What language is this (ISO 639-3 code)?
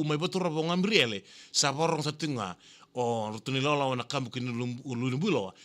fij